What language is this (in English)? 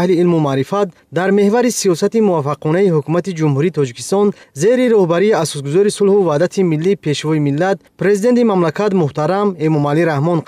Tajik